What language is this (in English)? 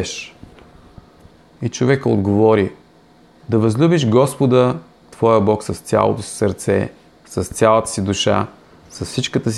Bulgarian